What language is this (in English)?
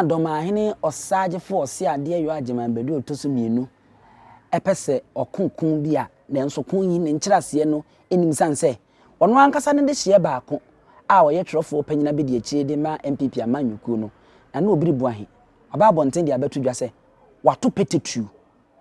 Akan